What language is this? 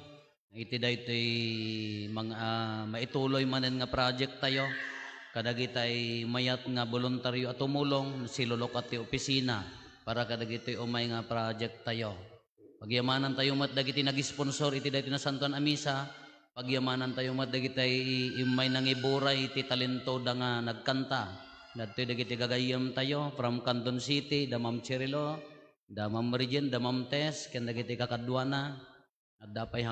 Iloko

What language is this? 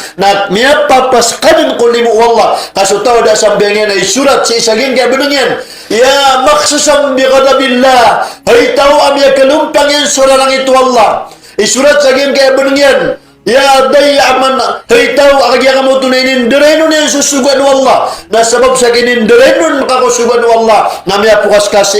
Maranao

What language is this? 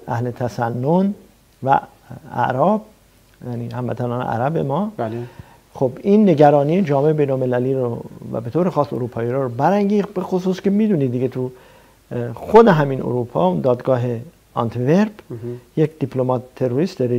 Persian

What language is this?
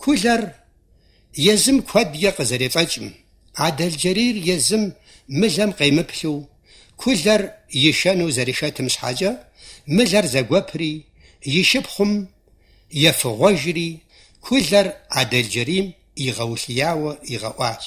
Kabardian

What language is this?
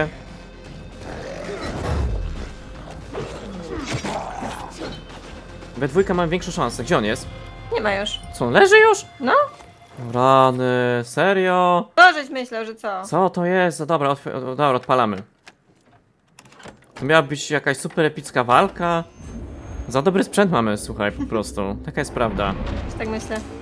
Polish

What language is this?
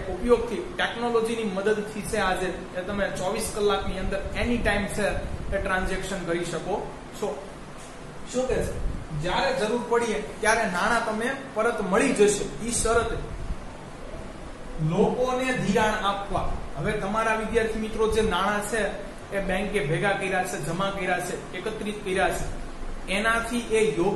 Gujarati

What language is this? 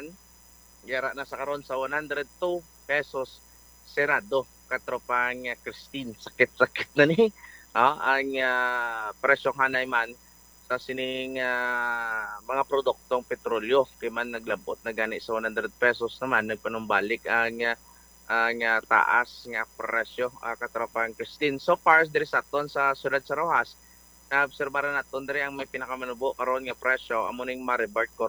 Hiligaynon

